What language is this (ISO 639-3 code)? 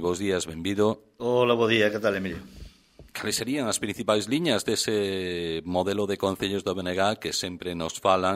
glg